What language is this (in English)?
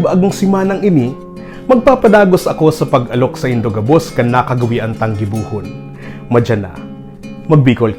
Bikol